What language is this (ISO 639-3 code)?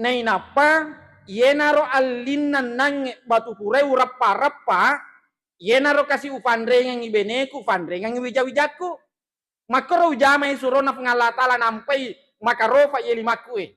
bug